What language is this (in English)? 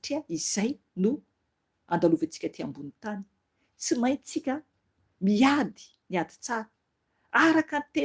Malagasy